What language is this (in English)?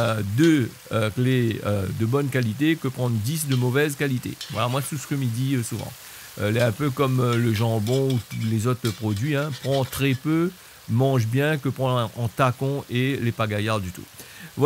Réunion Creole French